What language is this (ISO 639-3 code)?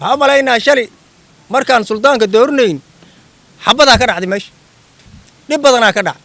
som